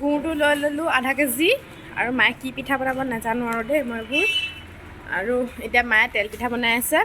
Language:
Assamese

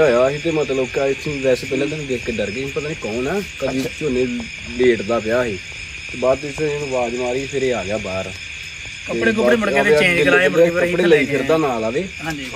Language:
Punjabi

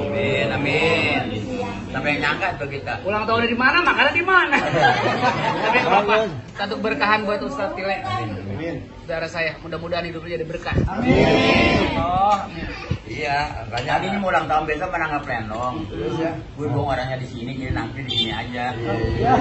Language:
Betawi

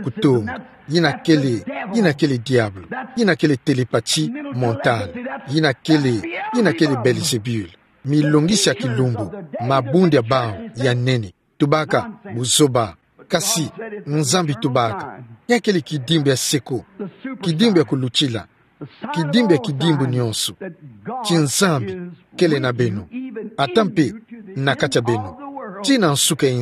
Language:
Kituba (Democratic Republic of Congo)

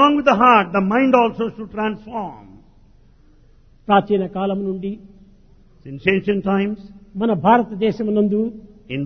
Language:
Telugu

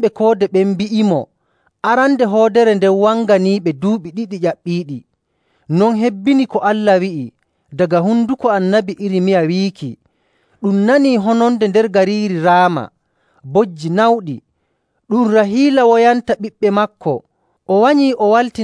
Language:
Nigerian Fulfulde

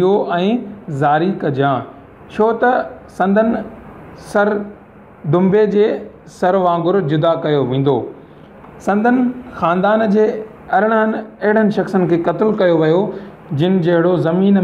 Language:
Sindhi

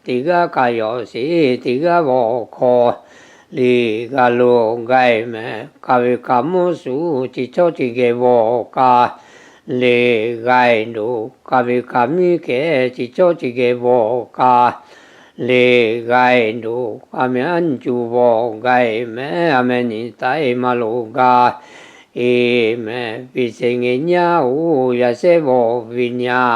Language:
Lahu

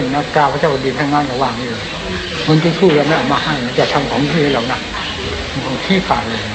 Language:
Thai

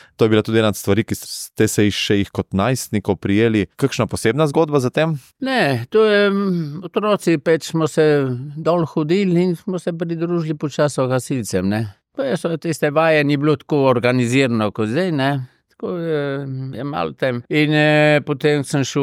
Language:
Slovenian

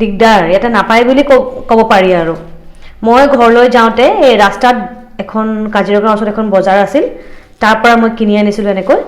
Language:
Assamese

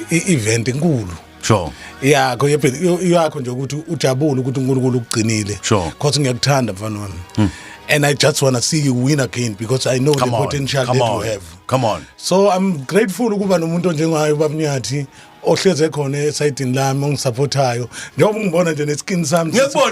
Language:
Zulu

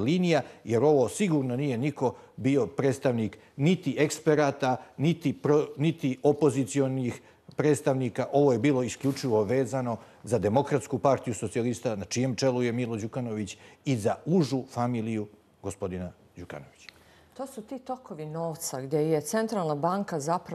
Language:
Bosnian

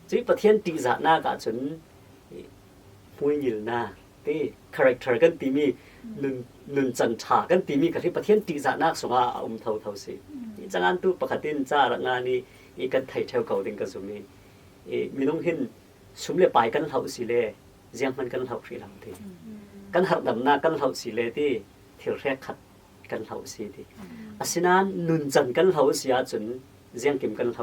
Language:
Falam Chin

